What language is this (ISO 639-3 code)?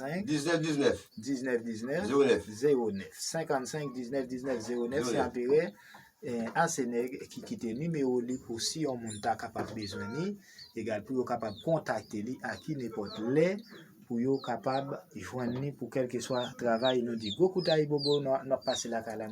hat